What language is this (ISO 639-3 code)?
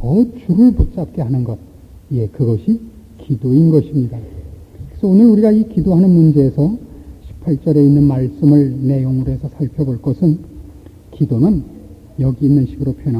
kor